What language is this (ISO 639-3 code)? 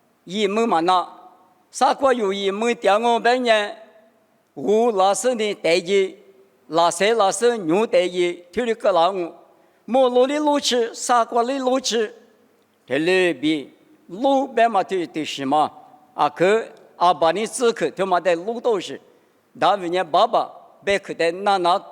lis